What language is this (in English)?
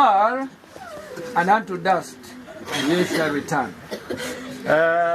Gusii